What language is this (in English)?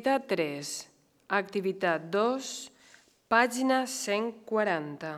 Catalan